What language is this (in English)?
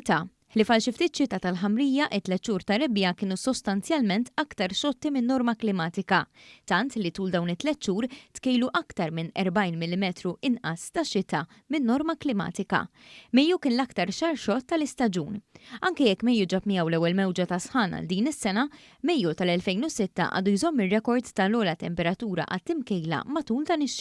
Maltese